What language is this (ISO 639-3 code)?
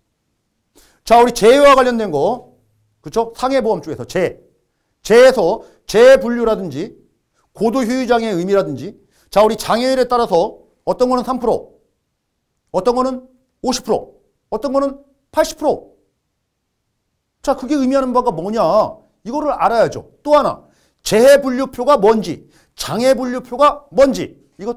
kor